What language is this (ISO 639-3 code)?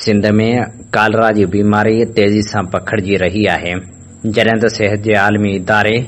snd